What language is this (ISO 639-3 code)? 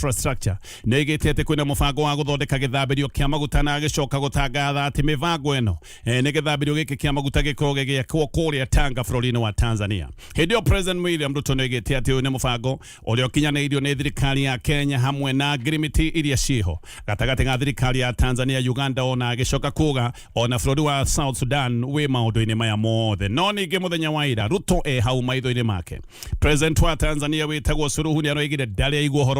kik